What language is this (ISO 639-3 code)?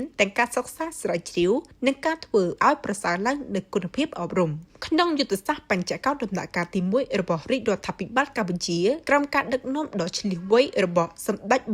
khm